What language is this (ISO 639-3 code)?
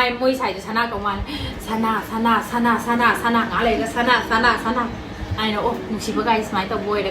mni